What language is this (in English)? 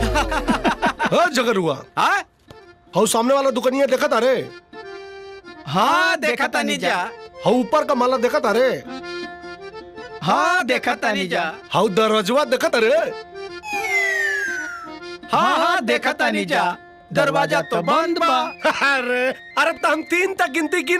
Bhojpuri